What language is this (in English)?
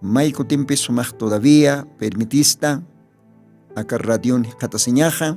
Aymara